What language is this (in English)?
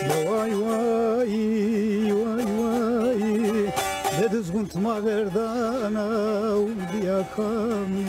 Zaza